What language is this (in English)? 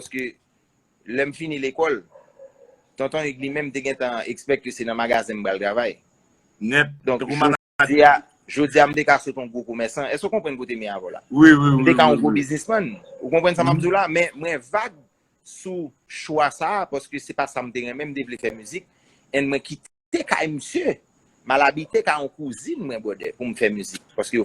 Haitian Creole